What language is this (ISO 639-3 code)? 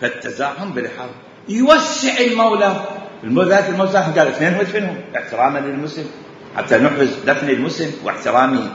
acm